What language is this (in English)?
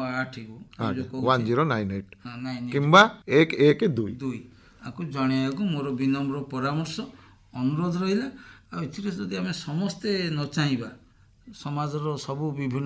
Odia